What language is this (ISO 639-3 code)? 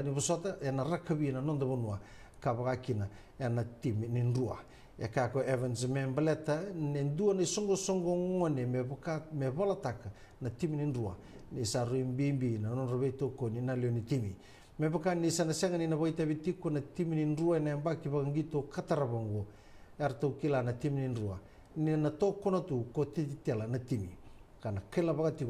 fij